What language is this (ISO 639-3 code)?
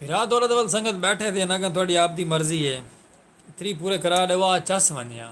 skr